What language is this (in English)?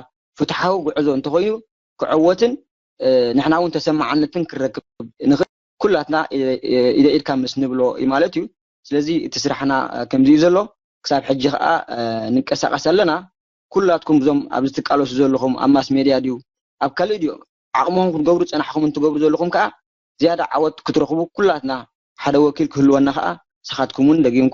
Tigrinya